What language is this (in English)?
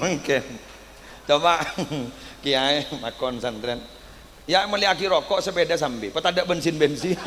Madurese